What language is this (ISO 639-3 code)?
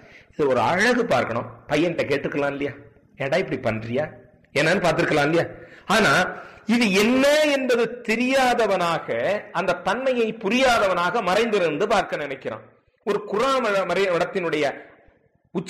tam